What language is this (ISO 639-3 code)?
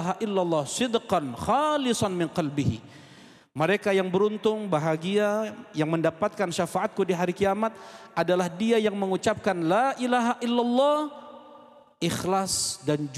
ind